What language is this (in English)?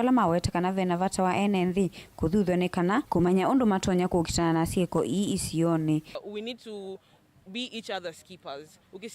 Kamba